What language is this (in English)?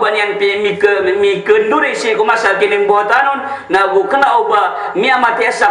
Maranao